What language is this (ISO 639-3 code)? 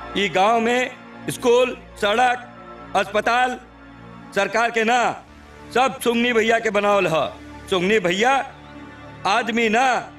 bho